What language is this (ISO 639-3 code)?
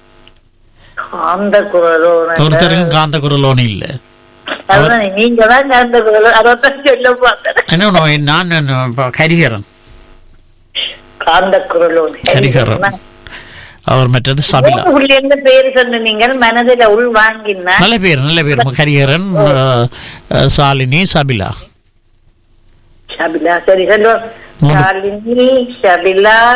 tam